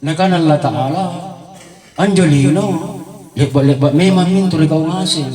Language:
Makasar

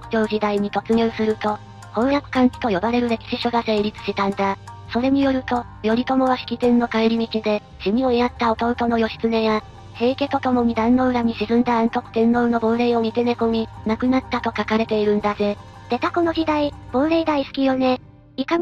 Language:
Japanese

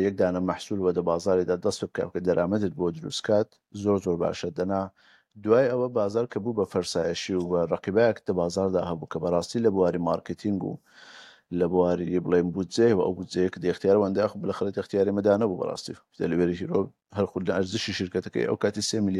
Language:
Central Kurdish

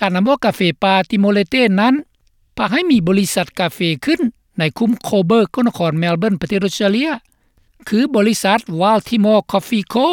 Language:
Lao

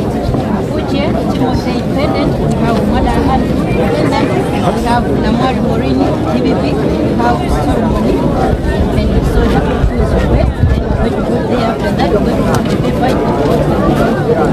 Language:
Nyanja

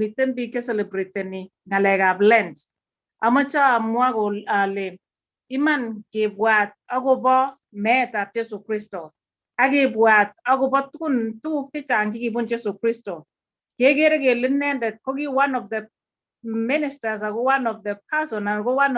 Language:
Kalenjin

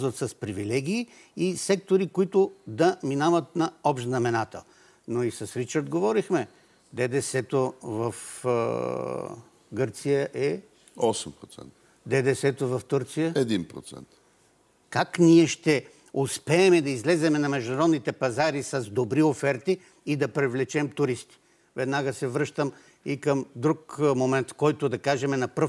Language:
Bulgarian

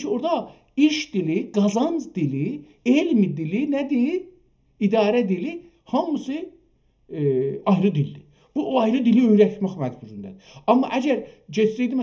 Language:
South Azerbaijani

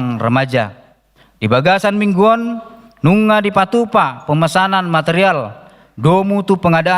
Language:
Batak Toba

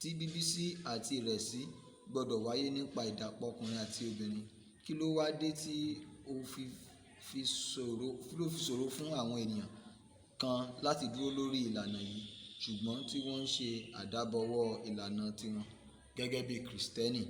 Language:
Yoruba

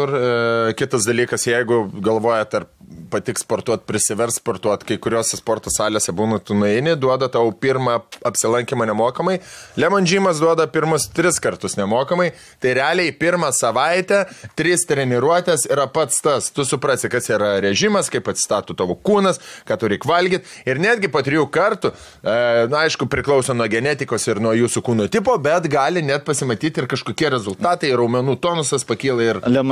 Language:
Lithuanian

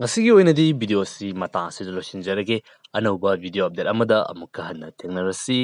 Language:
Manipuri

